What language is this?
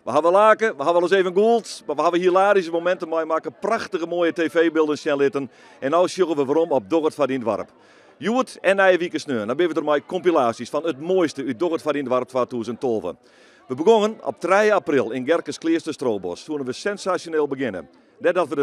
Western Frisian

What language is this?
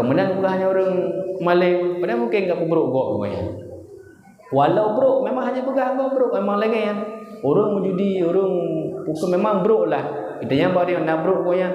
Achinese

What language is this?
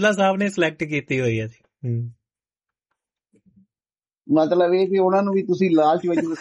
Punjabi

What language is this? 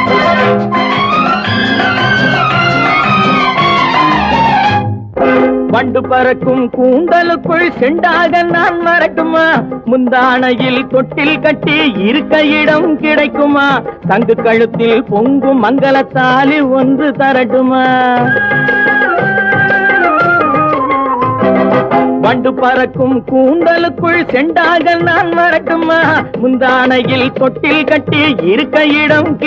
Tamil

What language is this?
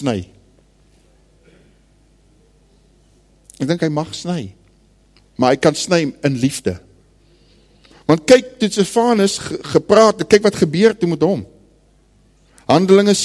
Afrikaans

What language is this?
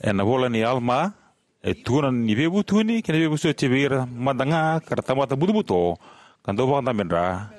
Fijian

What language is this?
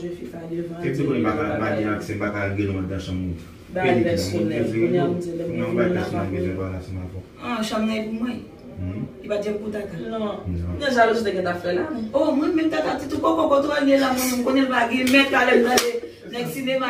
Haitian Creole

